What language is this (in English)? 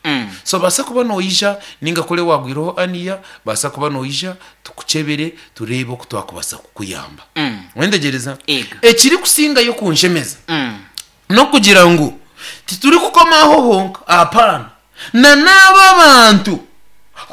Nyankole